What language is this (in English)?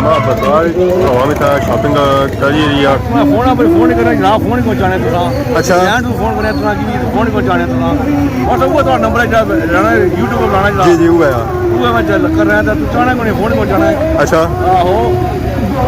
Pahari-Potwari